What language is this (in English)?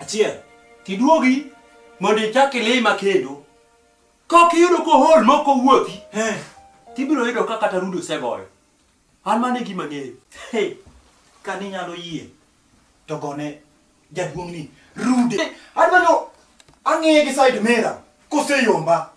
Luo (Kenya and Tanzania)